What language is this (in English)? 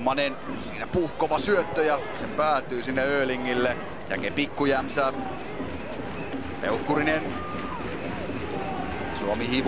Finnish